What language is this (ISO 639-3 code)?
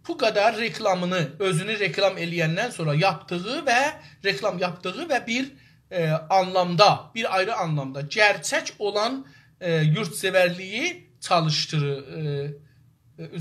azb